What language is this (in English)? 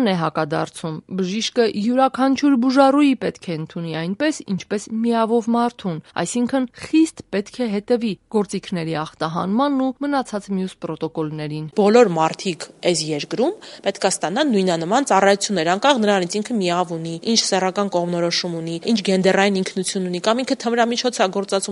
Armenian